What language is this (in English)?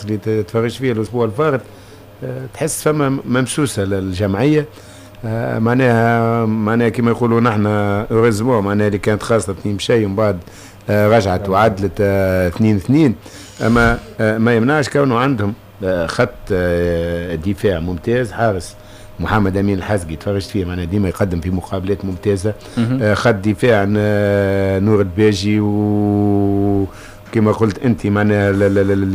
Tunisian Arabic